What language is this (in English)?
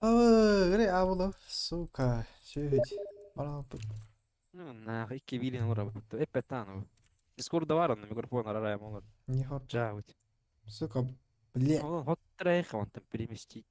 Yakut